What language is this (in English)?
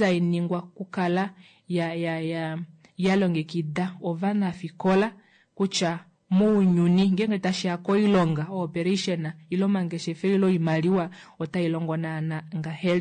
Kuanyama